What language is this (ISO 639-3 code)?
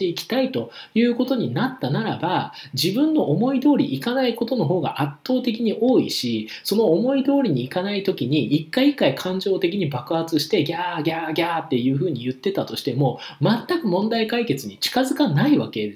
jpn